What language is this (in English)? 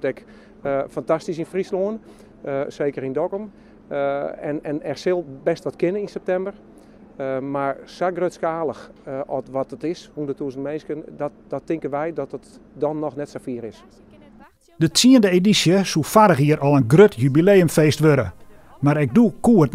Western Frisian